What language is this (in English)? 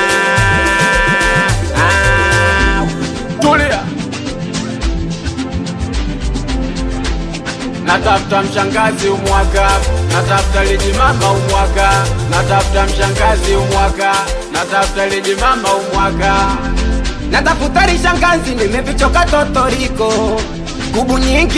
Swahili